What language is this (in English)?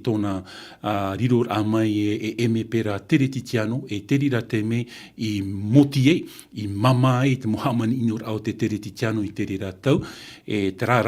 Tahitian